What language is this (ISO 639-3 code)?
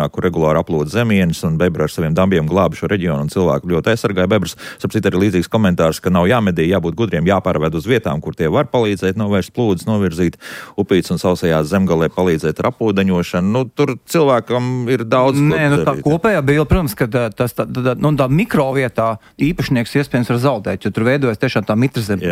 lav